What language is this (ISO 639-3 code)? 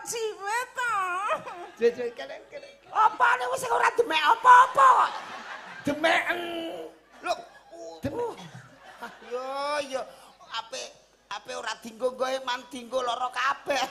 jav